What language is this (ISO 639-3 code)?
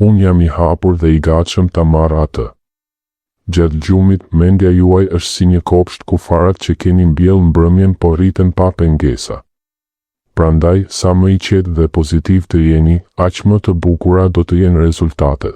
sqi